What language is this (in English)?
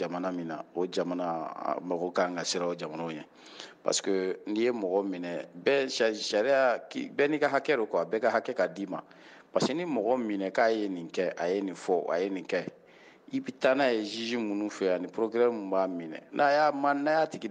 Bambara